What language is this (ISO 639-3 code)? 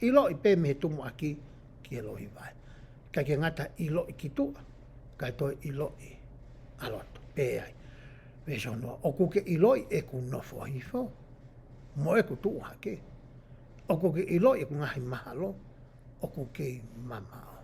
ton